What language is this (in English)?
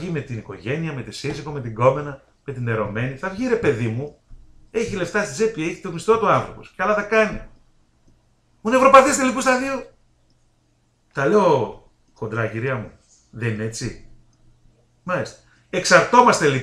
Greek